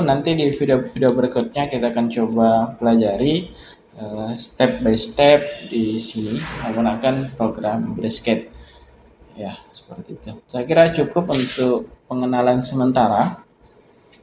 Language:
Indonesian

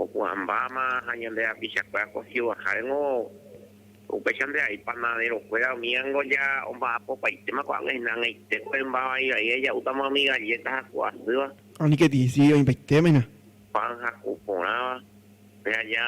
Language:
Guarani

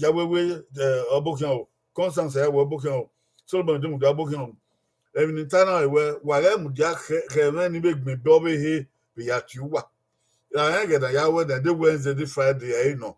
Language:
Bini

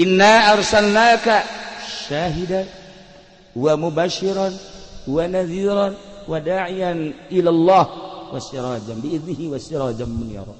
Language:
Sundanese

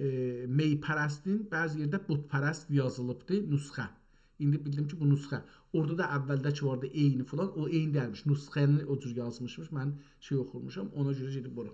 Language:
South Azerbaijani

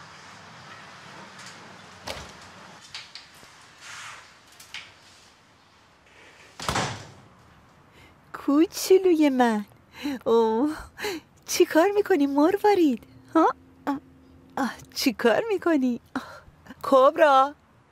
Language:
Persian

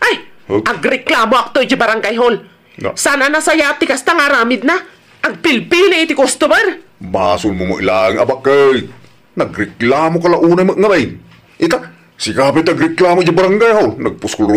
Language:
Iloko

